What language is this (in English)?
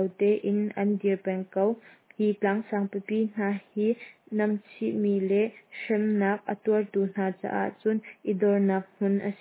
Hakha Chin